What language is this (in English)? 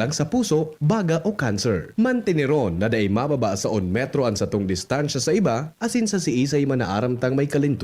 Bikol